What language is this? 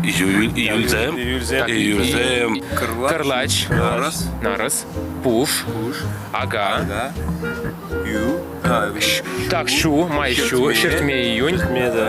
Chuvash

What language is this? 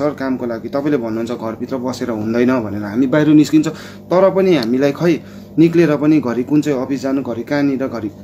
Nepali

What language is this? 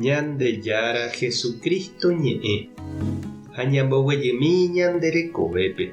Guarani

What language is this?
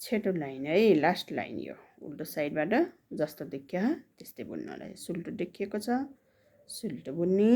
Nepali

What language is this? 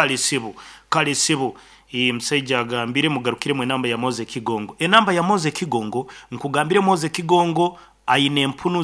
Nyankole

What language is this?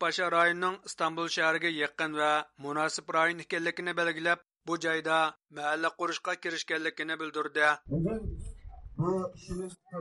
Uyghur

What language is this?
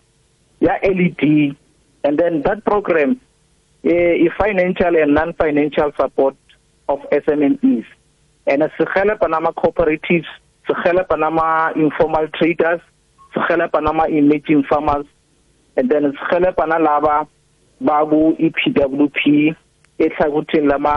South Ndebele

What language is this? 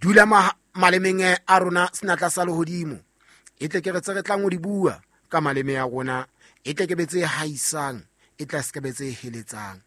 Southern Sotho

